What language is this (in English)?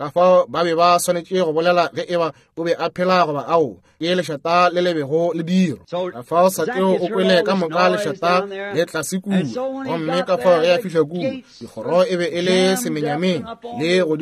Northern Sotho